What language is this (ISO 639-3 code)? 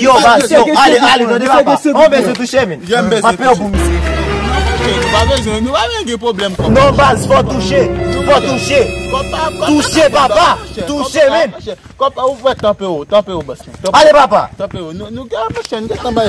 hat